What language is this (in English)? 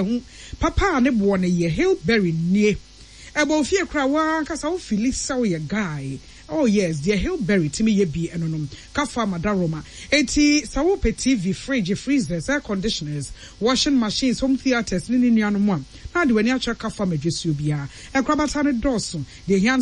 Akan